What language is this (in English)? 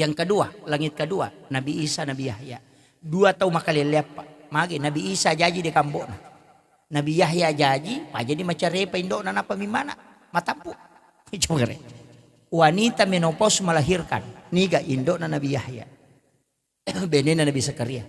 Buginese